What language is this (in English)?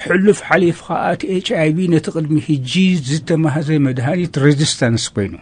Tigrinya